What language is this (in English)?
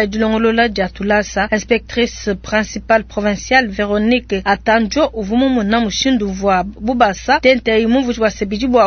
Luba-Lulua